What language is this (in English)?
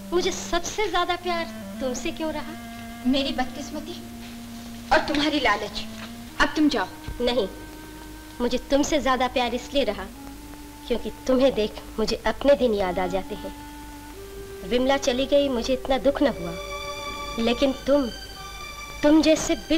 Hindi